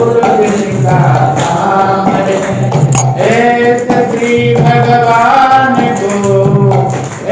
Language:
Odia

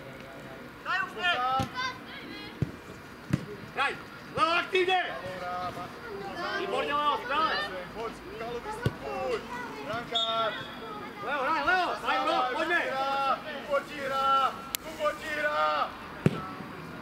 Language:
Slovak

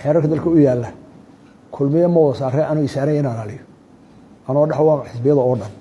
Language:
Somali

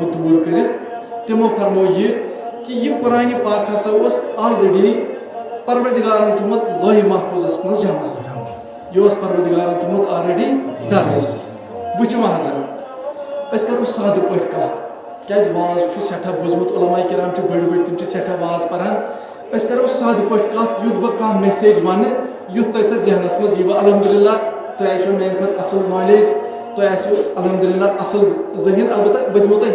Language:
Kashmiri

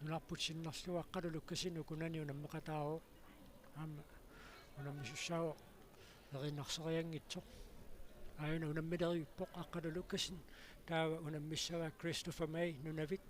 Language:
Kalaallisut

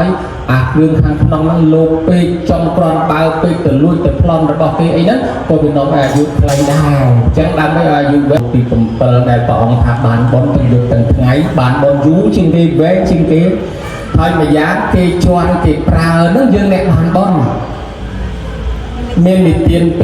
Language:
Khmer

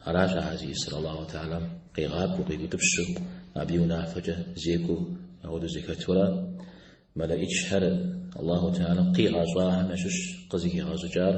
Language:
Kabardian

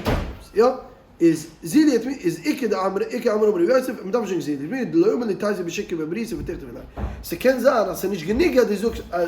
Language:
Yiddish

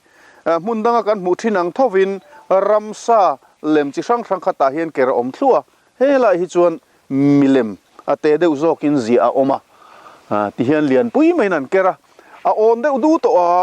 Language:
Mizo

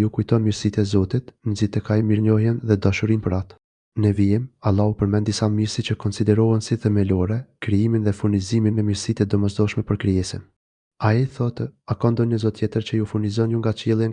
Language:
Albanian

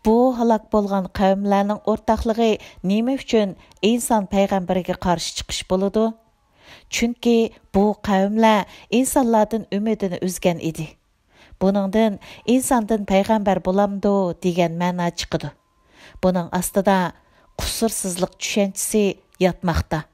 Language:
Uyghur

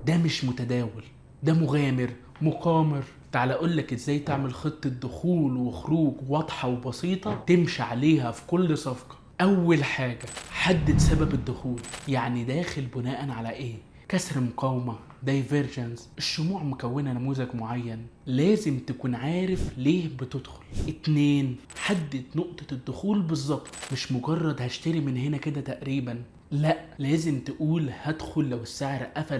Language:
Egyptian Arabic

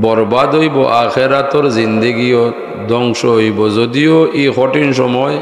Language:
Sylheti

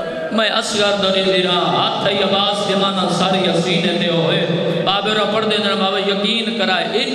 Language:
Saraiki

